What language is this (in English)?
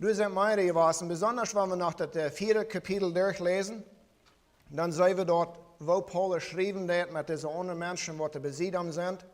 Plautdietsch